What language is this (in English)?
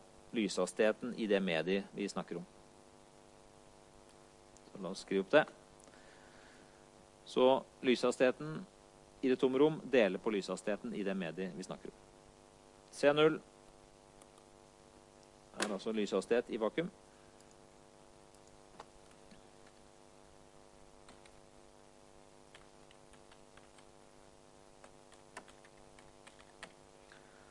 Norwegian